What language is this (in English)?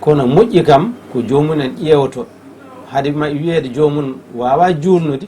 Fula